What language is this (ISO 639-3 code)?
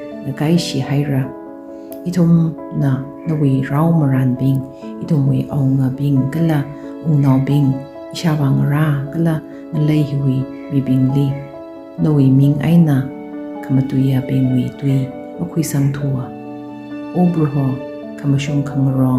nmf